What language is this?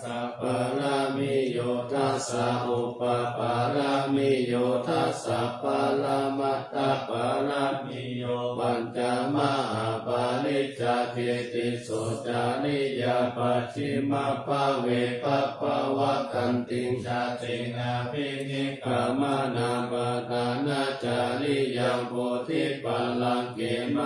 Pali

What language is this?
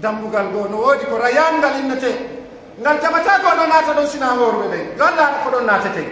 Fula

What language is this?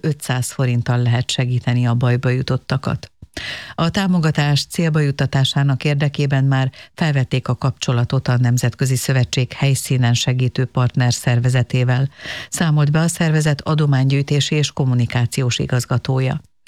Hungarian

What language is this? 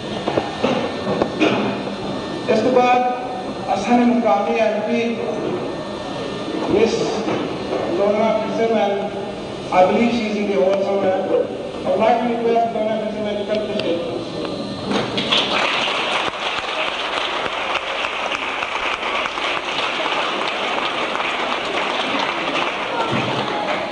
Urdu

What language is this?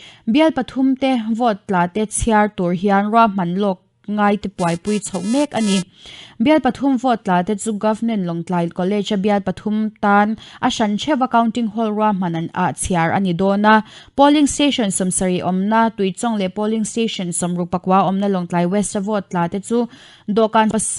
Mizo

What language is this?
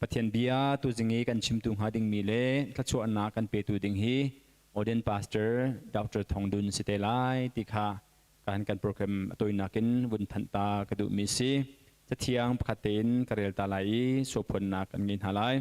Hakha Chin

